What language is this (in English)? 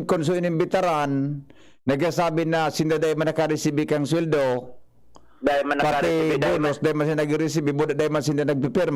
Bikol